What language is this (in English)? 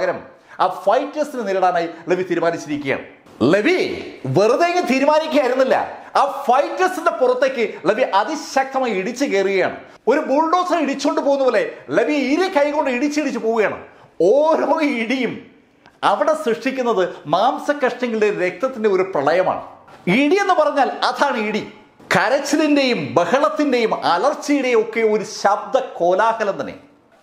Malayalam